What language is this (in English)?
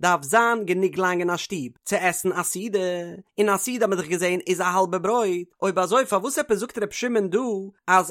Yiddish